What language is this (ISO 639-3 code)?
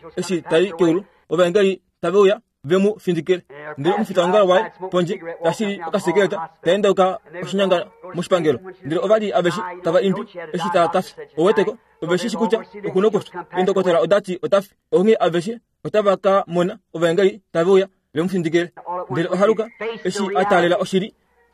kua